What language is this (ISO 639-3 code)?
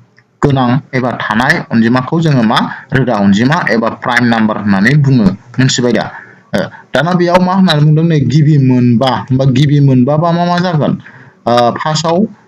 brx